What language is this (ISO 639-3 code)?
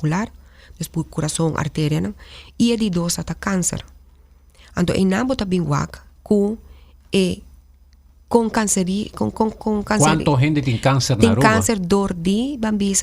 pap